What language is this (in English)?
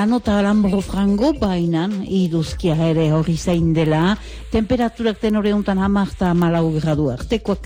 Basque